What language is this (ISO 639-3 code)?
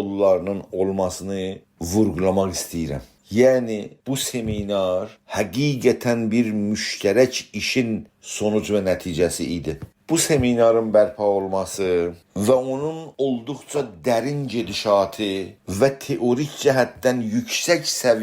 azb